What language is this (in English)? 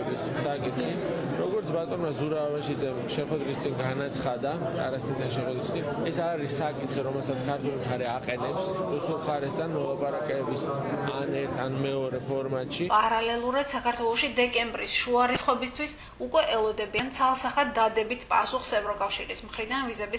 Georgian